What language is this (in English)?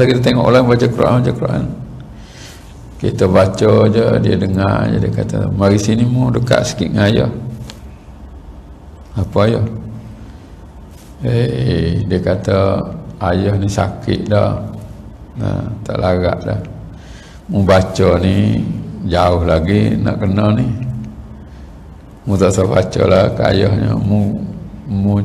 Malay